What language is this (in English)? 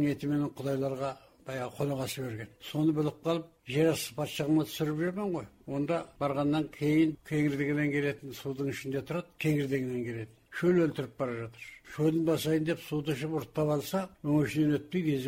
Kazakh